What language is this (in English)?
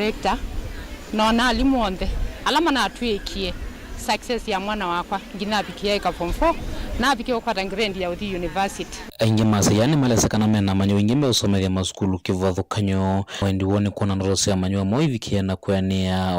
Kamba